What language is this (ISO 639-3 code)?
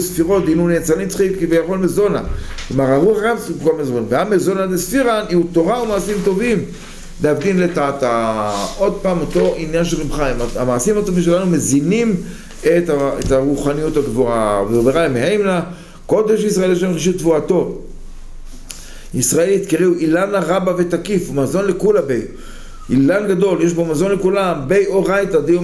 heb